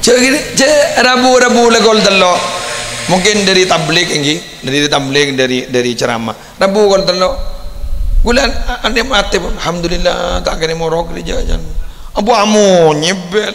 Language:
Madurese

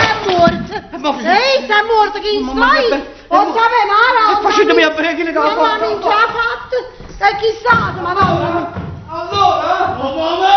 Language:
Neapolitan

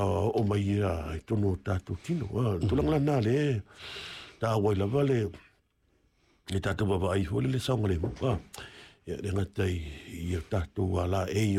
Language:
Samoan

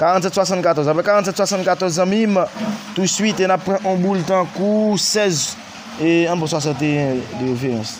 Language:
Haitian Creole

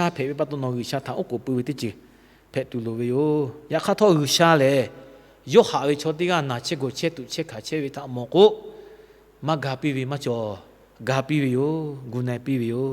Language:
Lahu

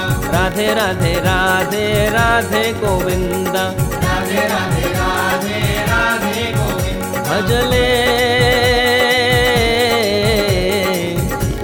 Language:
Hindi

